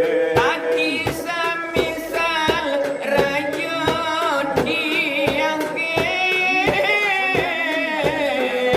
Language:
Minangkabau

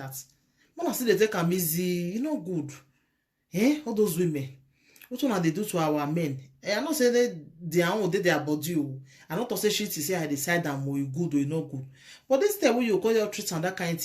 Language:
Nigerian Pidgin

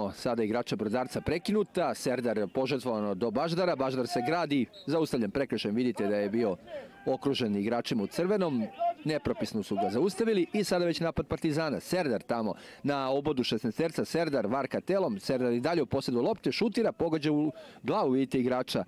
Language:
Serbian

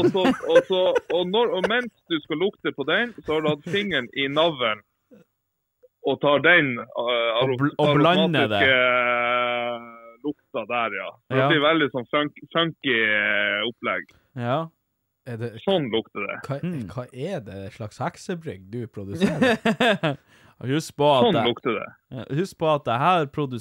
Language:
Norwegian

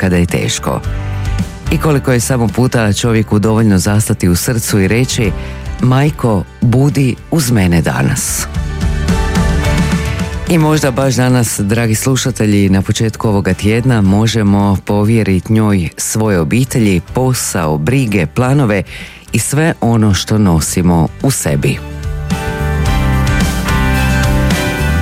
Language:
Croatian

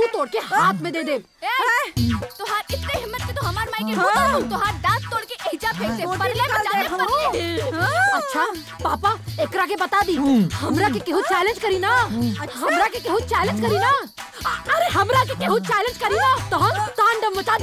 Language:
Bhojpuri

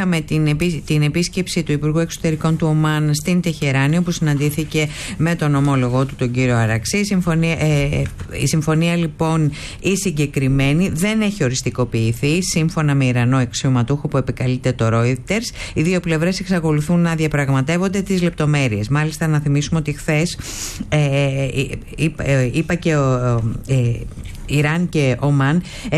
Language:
Greek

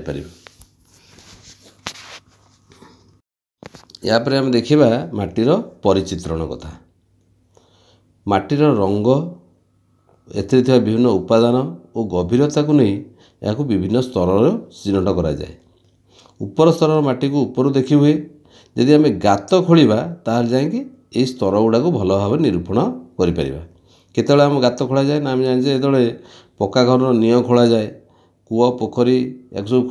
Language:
Odia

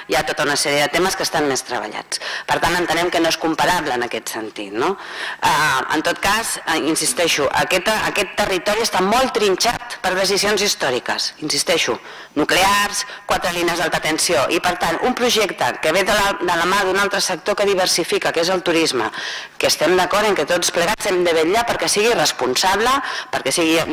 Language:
Catalan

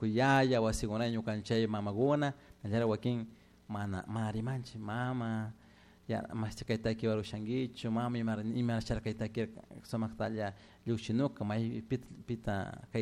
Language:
Chimborazo Highland Quichua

